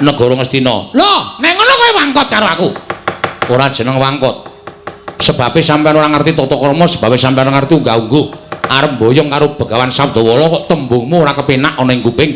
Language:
Javanese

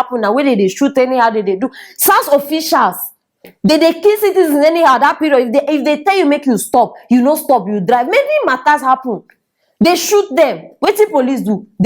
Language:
Nigerian Pidgin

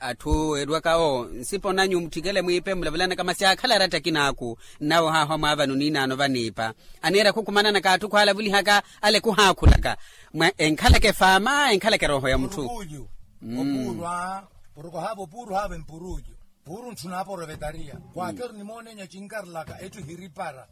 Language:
Makhuwa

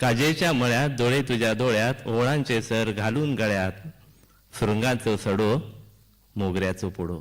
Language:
Konkani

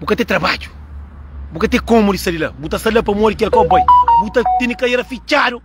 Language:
Kabuverdianu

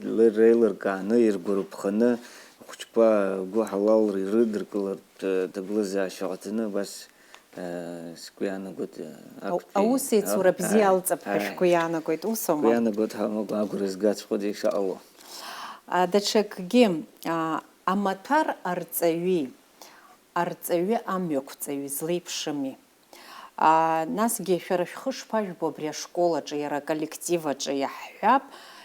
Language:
Abkhazian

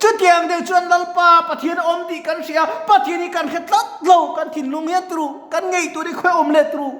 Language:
Mizo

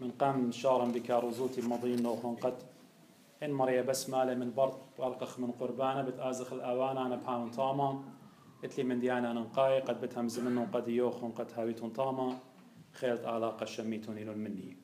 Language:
Assyrian Neo-Aramaic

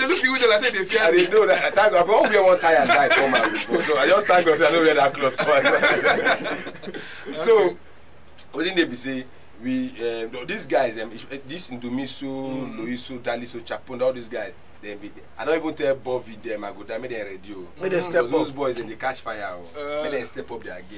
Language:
Nigerian Pidgin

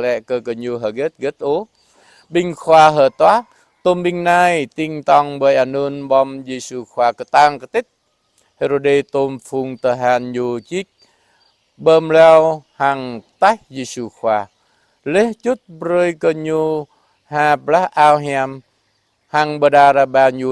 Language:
Jarai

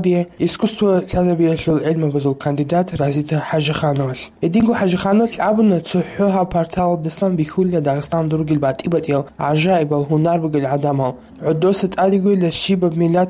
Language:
Avaric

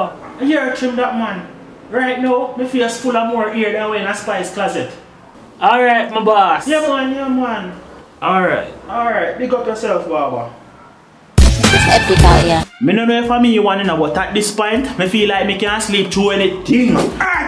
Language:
Jamaican Creole English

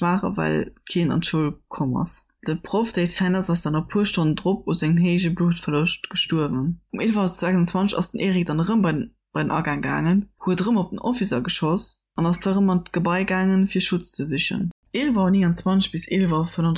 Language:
Luxembourgish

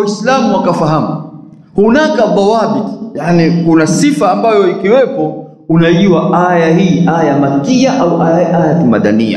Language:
Swahili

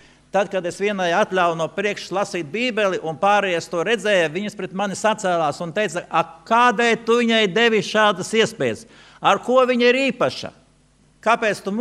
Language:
Latvian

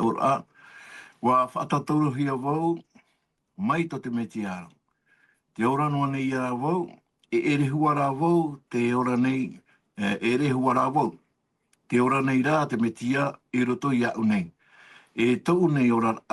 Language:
Tahitian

